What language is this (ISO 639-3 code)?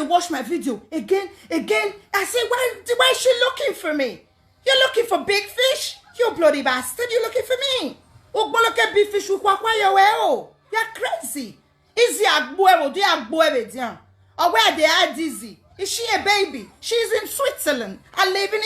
pcm